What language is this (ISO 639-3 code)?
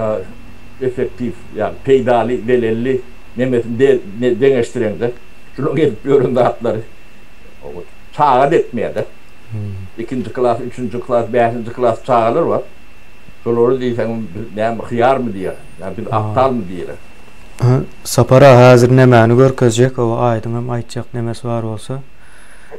tuk